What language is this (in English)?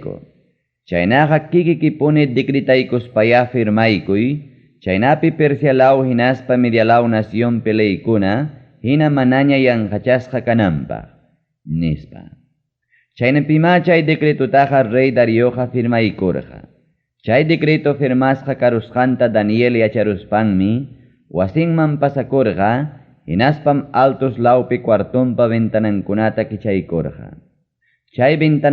Ayacucho Quechua